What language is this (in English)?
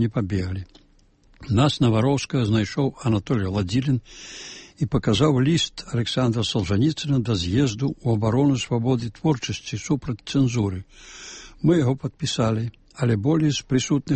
Belarusian